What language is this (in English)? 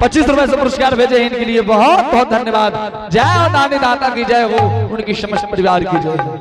Angika